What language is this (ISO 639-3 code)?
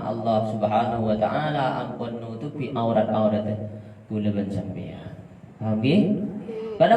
mad